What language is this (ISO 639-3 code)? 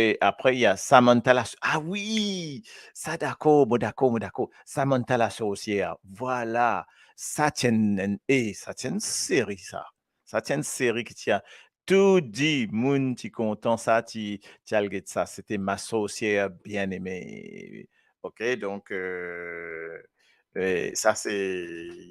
mfe